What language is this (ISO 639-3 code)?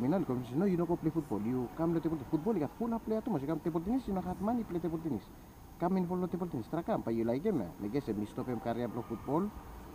bis